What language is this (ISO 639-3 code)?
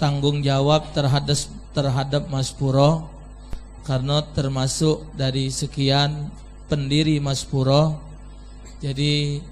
mui